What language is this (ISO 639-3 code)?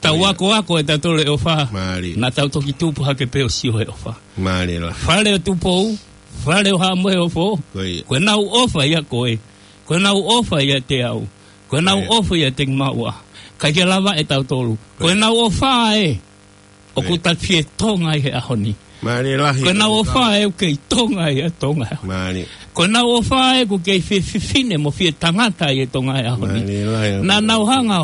ton